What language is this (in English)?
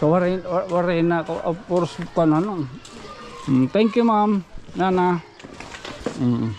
Waray